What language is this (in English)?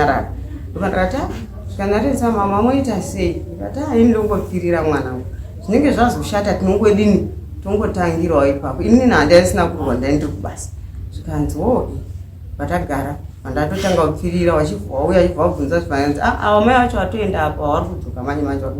Shona